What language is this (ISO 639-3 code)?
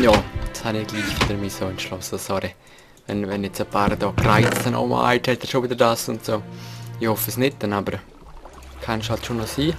gsw